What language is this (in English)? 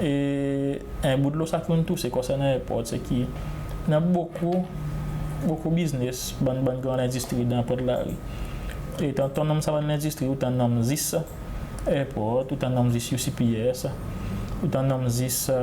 Seselwa Creole French